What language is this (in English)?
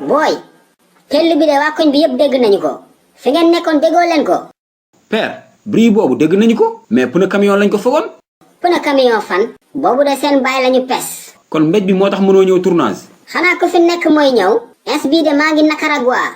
Wolof